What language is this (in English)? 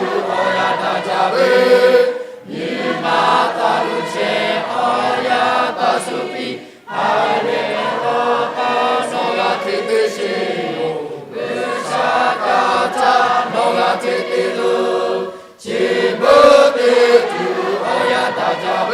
Lahu